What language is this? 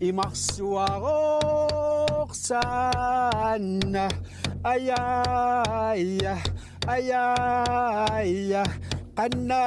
Kalaallisut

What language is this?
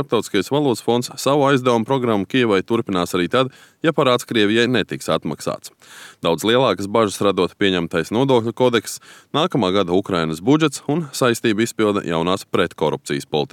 Latvian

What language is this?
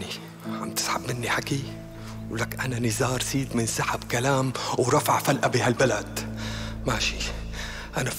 North Levantine Arabic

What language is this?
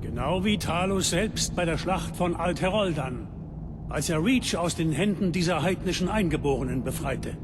Bavarian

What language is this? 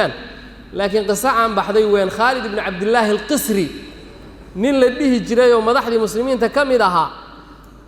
Somali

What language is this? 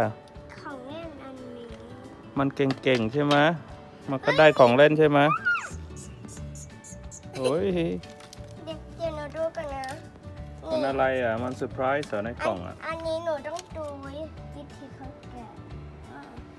Thai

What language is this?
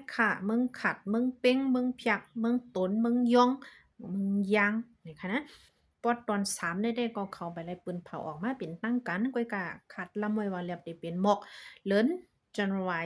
Shan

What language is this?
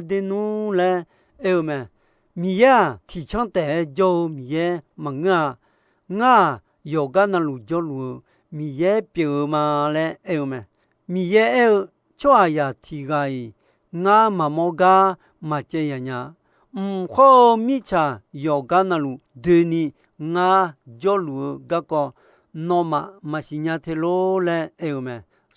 Akha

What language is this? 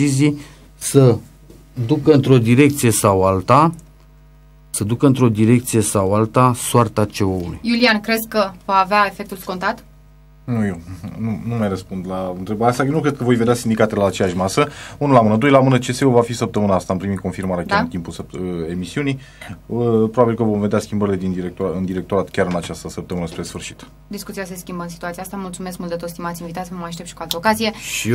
Romanian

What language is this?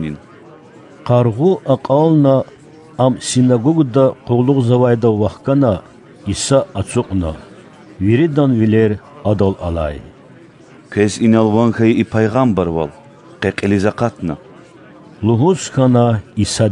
Lezghian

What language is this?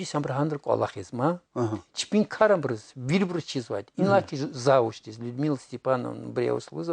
Lezghian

